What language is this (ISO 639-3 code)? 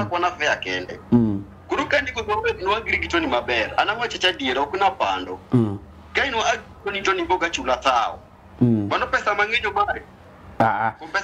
luo